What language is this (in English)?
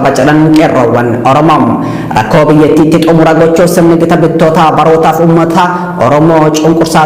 Oromo